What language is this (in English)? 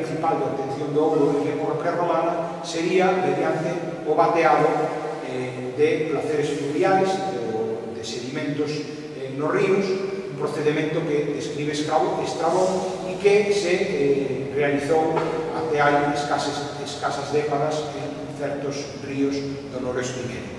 Galician